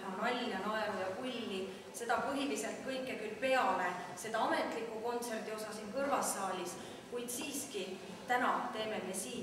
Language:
Estonian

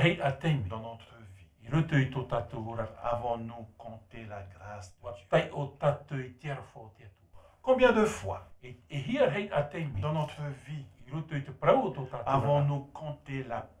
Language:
Tahitian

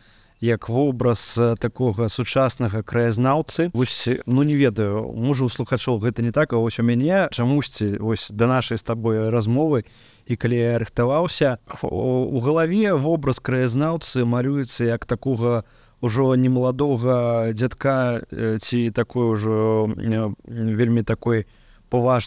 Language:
Belarusian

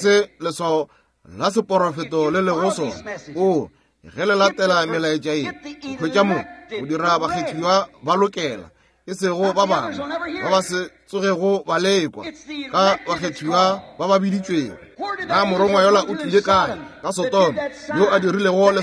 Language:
Northern Sotho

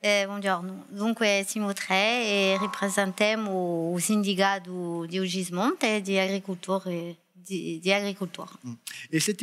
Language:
Corsican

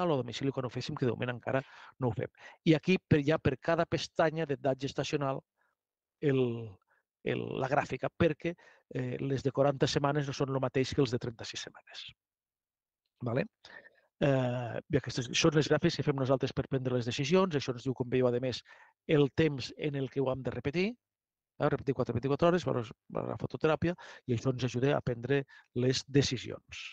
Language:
Catalan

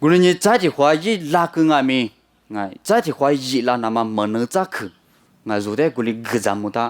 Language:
Lisu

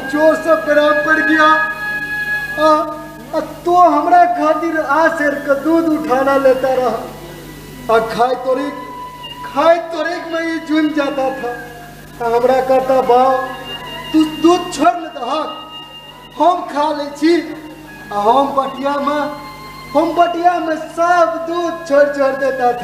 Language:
Maithili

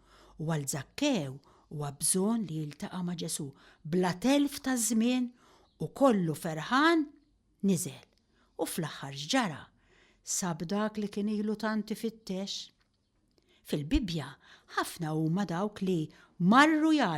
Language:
Maltese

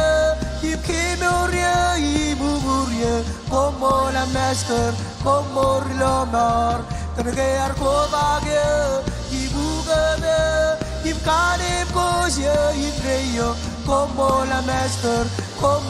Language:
Marshallese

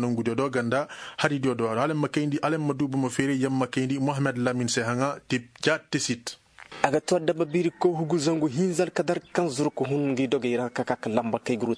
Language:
Koyraboro Senni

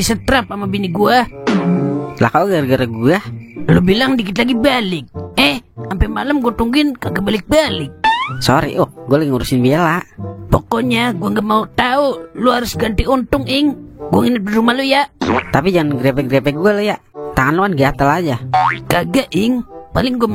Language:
Betawi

